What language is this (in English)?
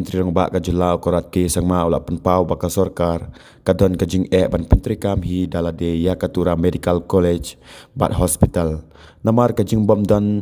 Khasi